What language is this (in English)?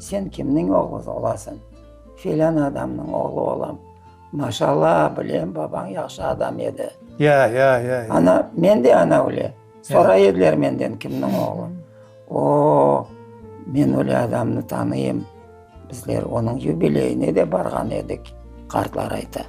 Crimean Tatar